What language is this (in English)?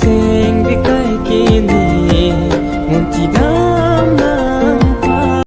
Karbi